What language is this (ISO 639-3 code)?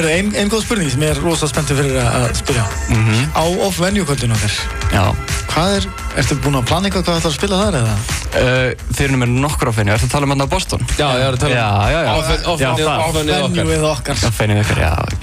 isl